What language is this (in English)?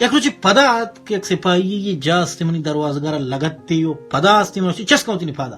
Baluchi